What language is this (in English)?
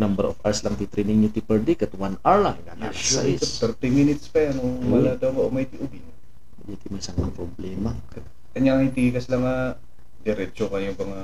Iloko